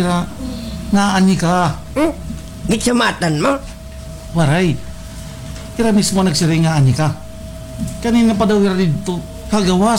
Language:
Waray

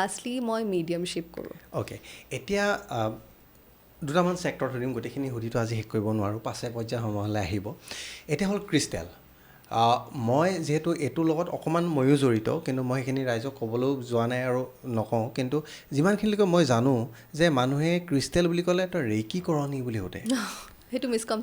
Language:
Assamese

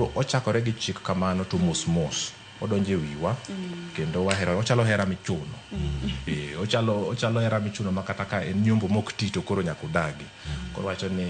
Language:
Luo (Kenya and Tanzania)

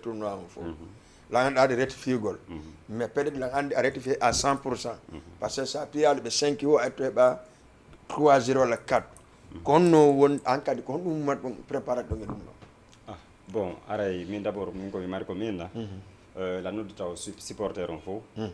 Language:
Fula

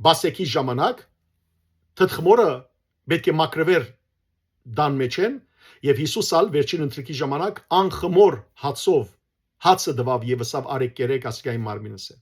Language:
Western Armenian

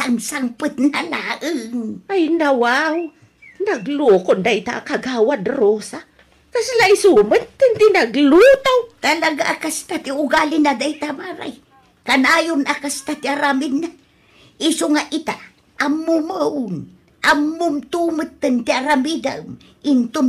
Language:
Iloko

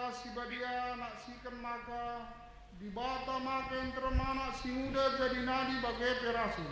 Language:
Batak Karo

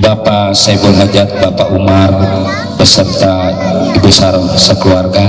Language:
Betawi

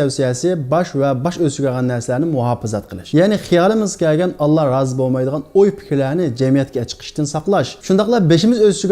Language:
Uyghur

